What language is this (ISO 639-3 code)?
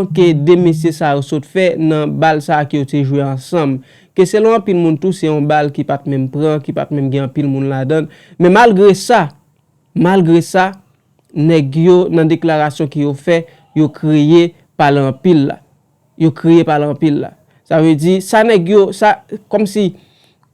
hat